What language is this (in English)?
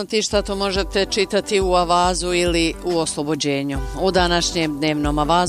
Bosnian